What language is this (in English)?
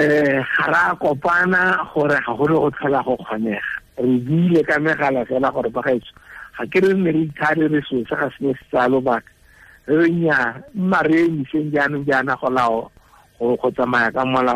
Tswana